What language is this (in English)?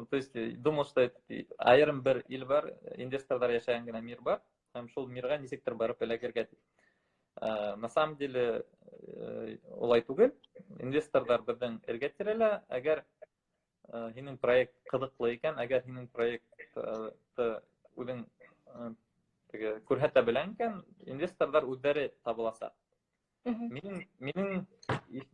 Bashkir